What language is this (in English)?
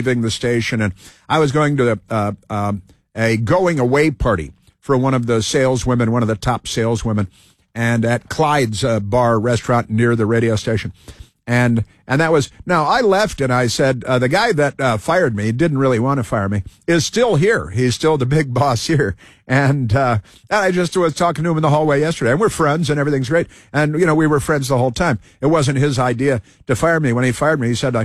English